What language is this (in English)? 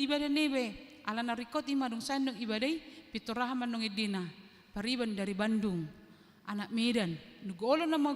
Batak Toba